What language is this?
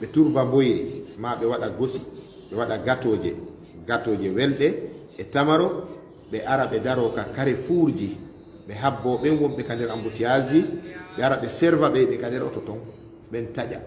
Fula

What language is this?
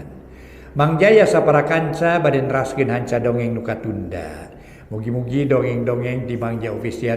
Sundanese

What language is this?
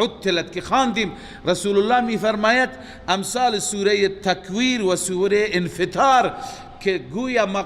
Persian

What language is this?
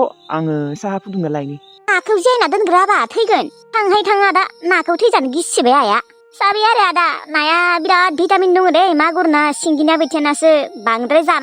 Bodo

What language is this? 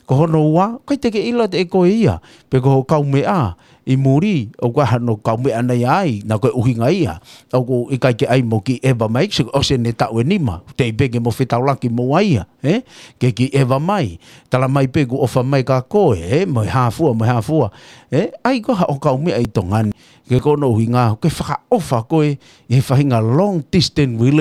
Tongan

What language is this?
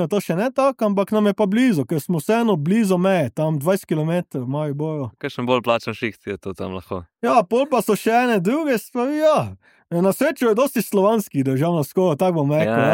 Slovenian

